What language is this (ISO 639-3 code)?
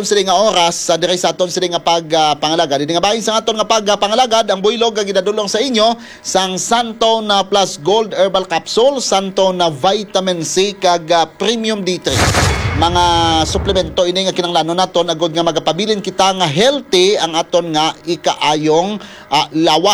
hil